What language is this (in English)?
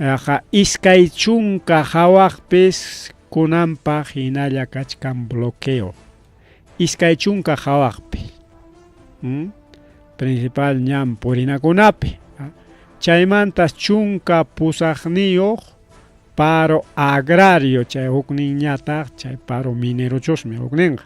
Ayacucho Quechua